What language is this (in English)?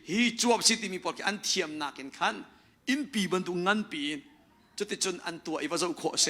Hakha Chin